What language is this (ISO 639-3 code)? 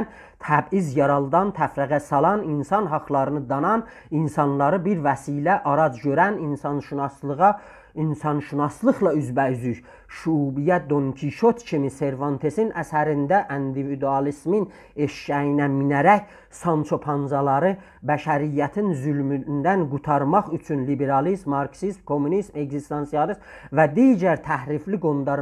azb